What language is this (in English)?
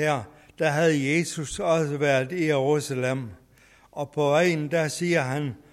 Danish